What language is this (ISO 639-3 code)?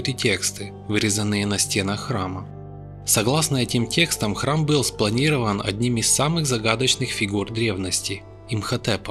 rus